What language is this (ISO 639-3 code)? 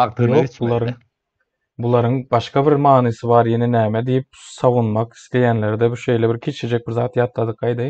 tuk